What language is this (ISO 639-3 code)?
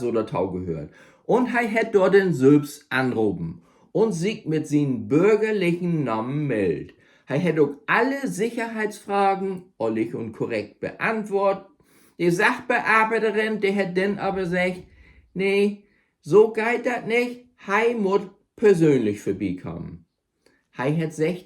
nds